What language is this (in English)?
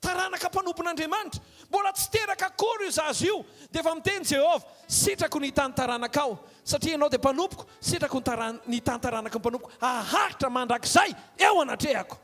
Malagasy